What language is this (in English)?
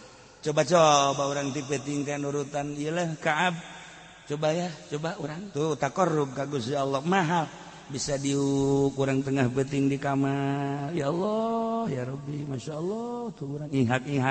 Sundanese